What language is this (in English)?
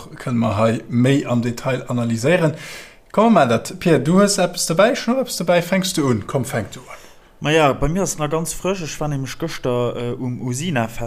Luxembourgish